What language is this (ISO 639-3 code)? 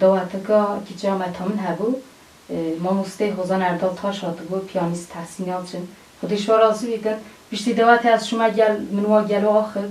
kur